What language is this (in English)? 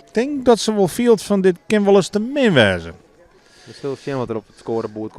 Western Frisian